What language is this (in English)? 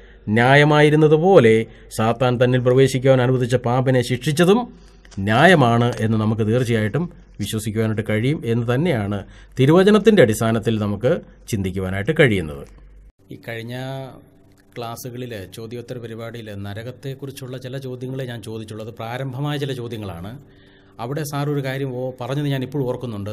Malayalam